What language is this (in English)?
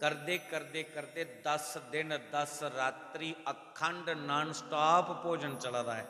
Dogri